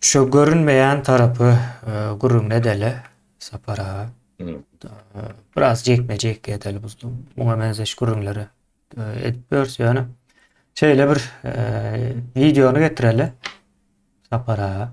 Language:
Turkmen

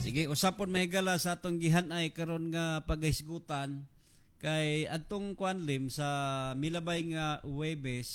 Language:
Cebuano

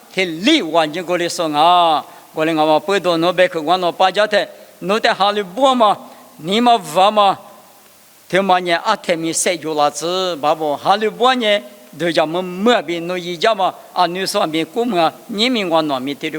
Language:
Lisu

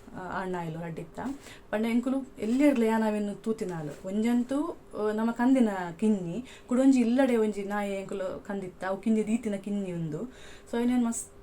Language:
Tulu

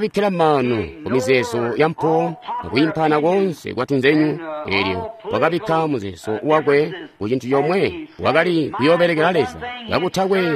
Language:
Tonga (Zambia)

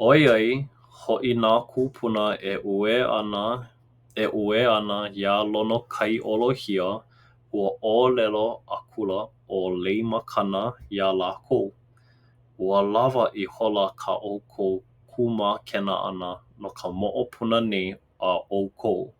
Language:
Hawaiian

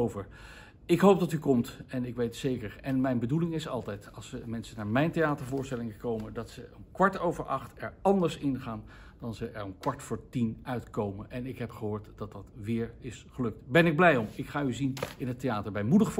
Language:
Dutch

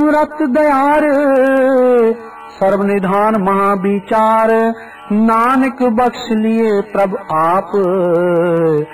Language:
Punjabi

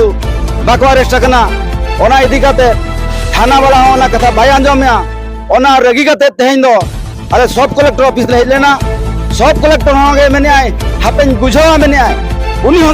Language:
Santali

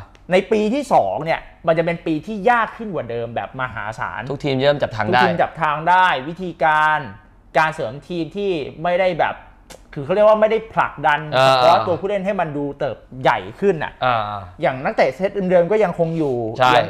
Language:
Thai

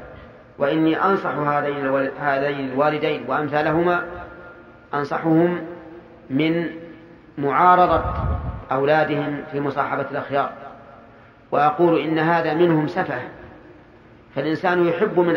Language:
Arabic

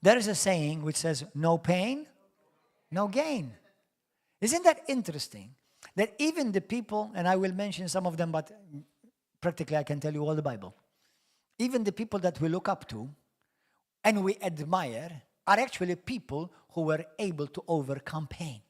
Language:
English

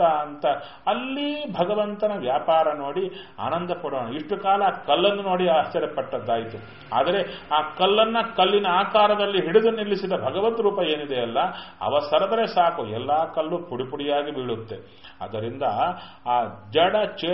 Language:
Kannada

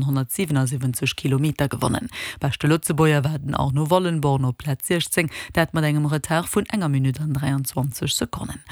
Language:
Luxembourgish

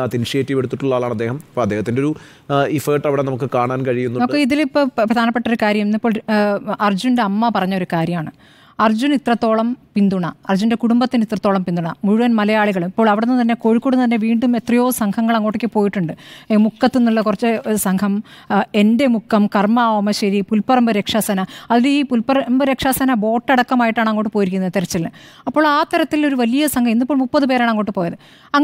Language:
Malayalam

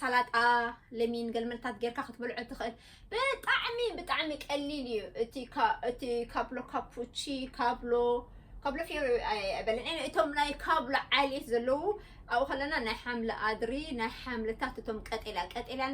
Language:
Tigrinya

